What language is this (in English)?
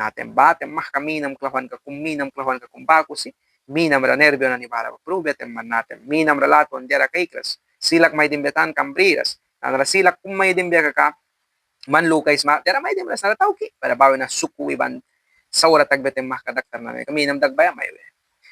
Mískito